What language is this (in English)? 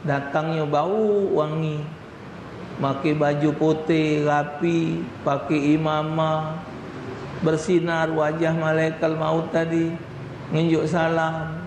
Musi